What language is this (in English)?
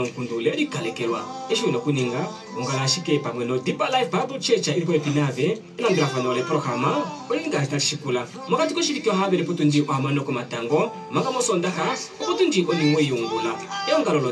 Kuanyama